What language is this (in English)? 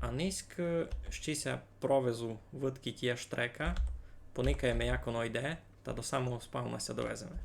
Rusyn